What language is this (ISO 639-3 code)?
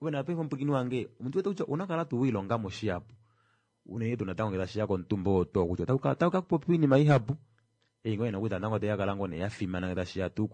kua